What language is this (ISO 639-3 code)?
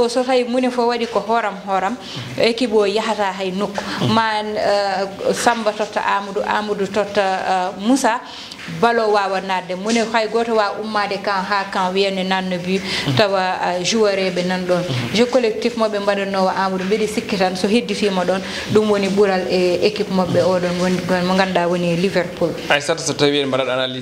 ful